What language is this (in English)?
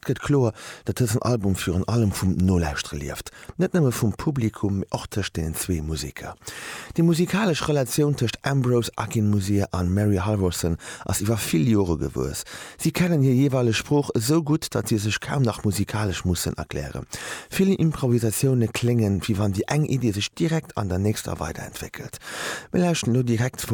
Luxembourgish